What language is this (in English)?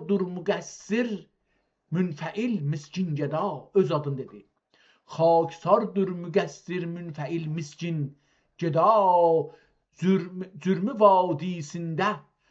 South Azerbaijani